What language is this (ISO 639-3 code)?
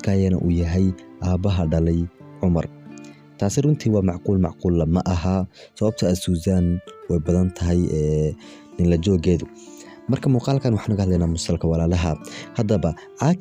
som